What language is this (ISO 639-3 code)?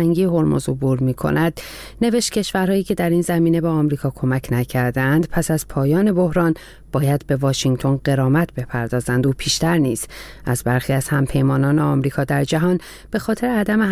fas